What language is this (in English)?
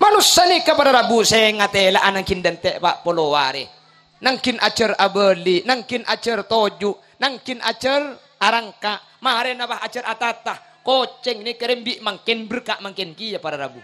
Madurese